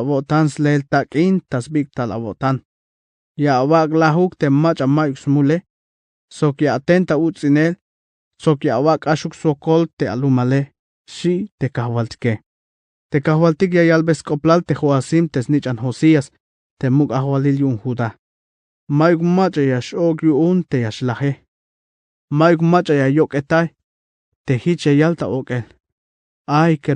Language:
Tzeltal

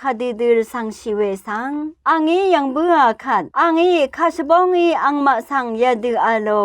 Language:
Rawang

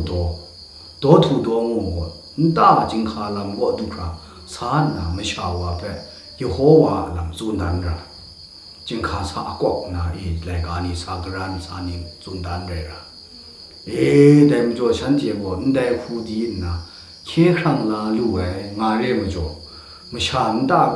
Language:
Kachin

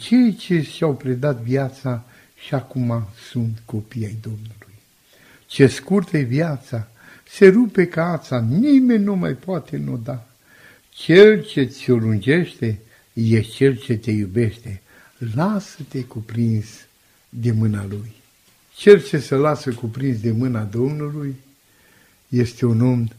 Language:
Romanian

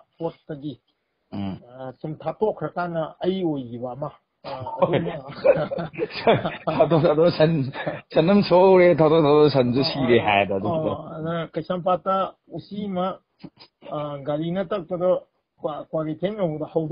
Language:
Manipuri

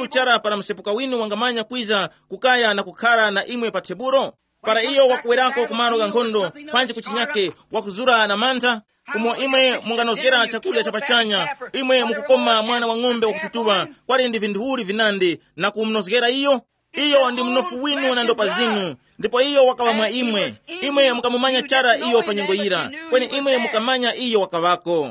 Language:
Tumbuka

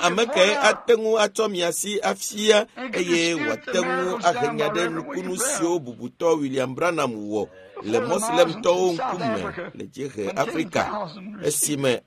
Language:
Ewe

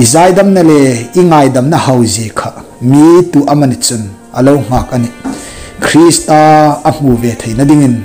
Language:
Hmar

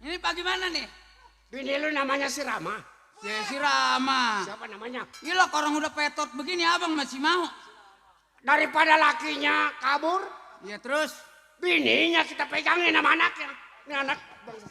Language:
Betawi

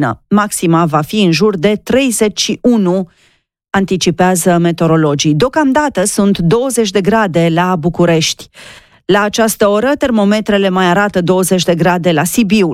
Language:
Romanian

